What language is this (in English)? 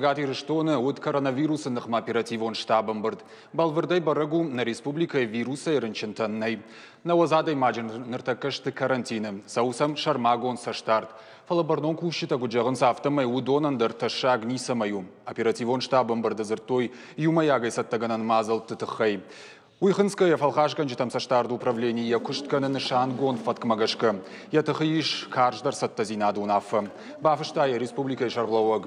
Ossetic